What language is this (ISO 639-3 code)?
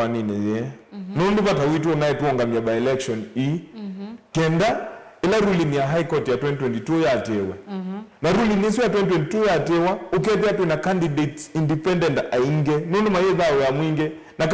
kam